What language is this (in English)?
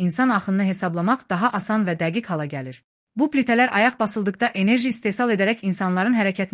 Azerbaijani